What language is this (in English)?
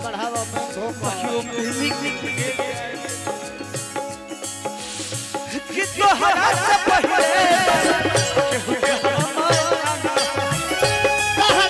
Bhojpuri